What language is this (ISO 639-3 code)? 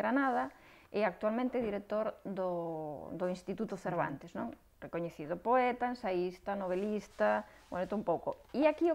glg